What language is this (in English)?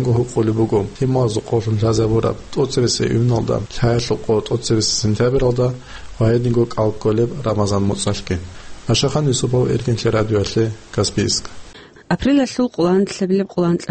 Avaric